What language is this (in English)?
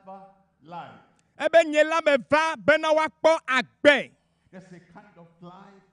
Ewe